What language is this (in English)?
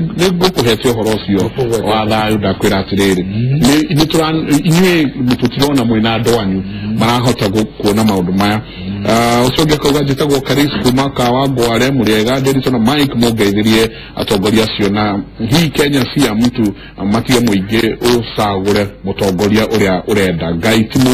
Kikuyu